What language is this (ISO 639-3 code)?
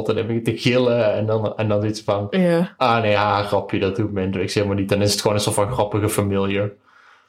nld